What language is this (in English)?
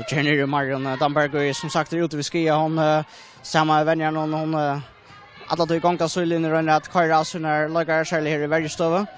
Faroese